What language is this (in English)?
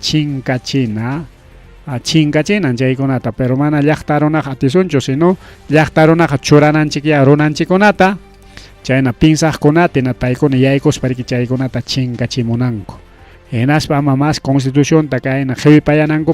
Ayacucho Quechua